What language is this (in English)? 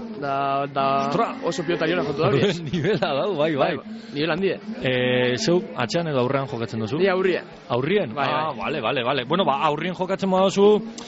Basque